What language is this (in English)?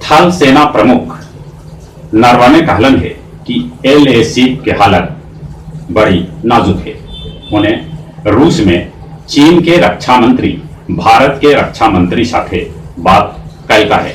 Magahi